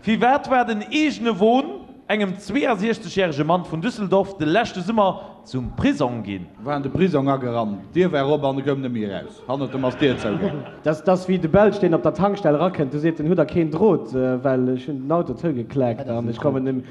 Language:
Luxembourgish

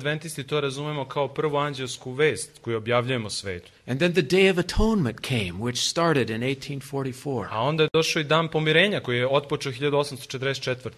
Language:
Serbian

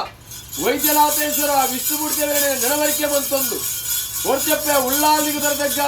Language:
Tulu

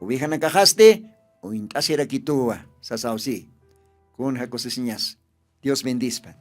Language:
Aymara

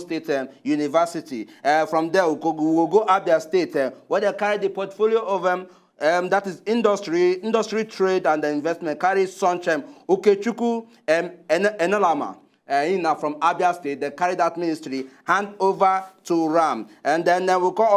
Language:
Nigerian Pidgin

